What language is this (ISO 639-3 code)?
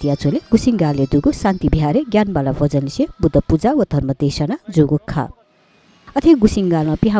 new